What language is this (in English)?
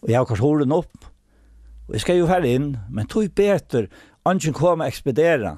Faroese